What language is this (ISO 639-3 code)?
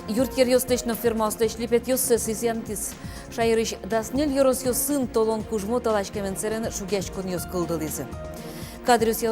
udm